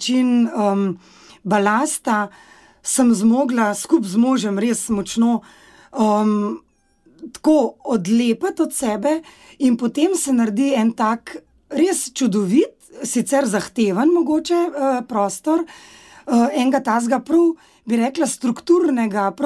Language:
Slovenian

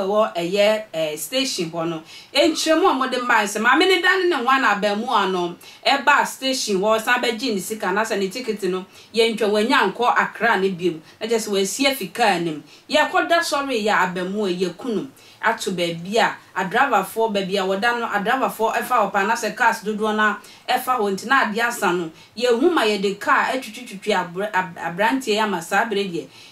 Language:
Akan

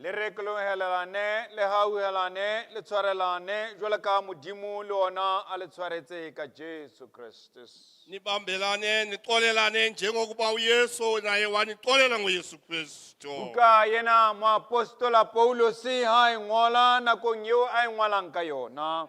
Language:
Southern Sotho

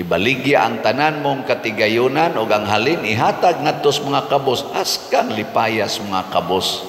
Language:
Cebuano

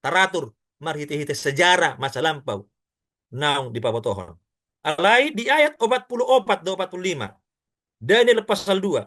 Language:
Batak Toba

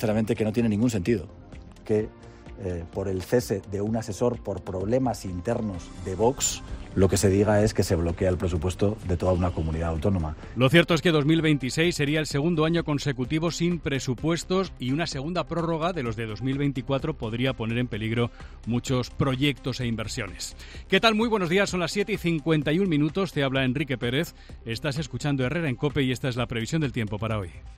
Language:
Spanish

